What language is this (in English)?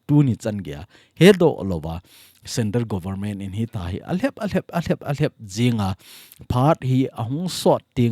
Thado Chin